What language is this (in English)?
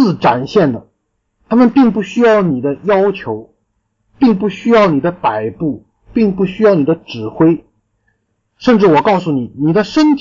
Chinese